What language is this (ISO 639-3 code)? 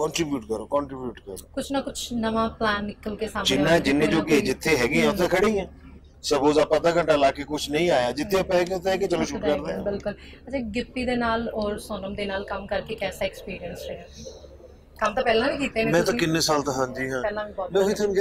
pan